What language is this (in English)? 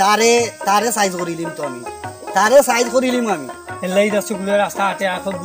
Sylheti